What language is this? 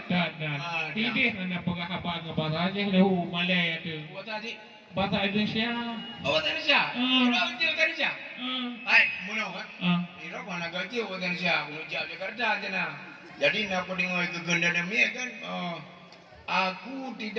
Achinese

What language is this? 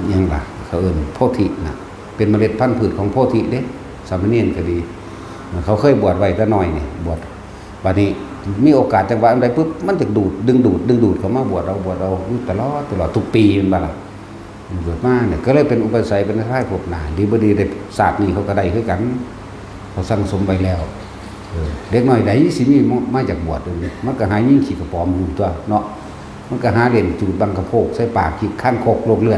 Northeastern Thai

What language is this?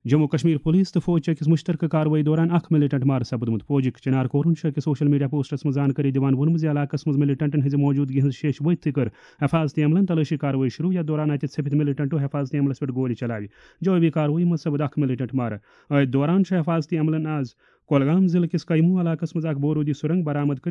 Kashmiri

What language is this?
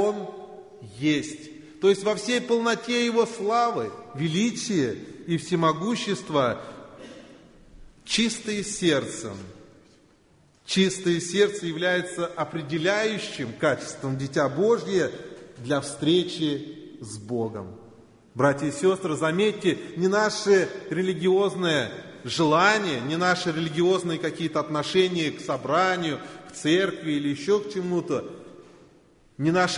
Russian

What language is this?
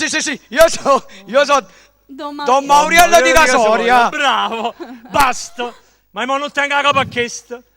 Neapolitan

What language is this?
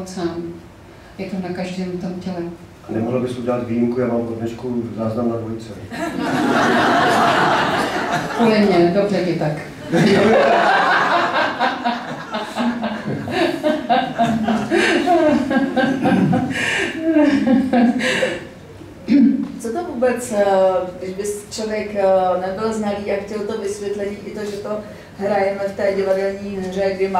Czech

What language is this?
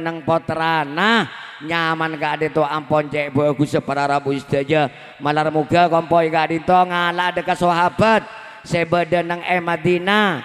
Madurese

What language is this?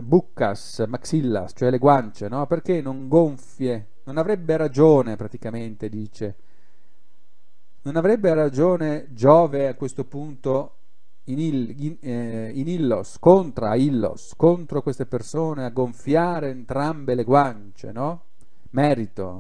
Italian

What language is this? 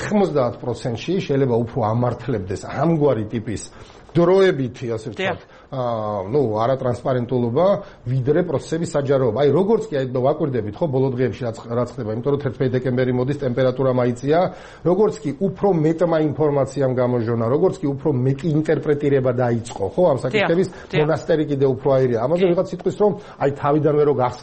Georgian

